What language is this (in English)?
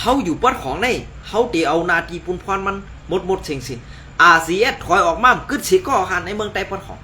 Shan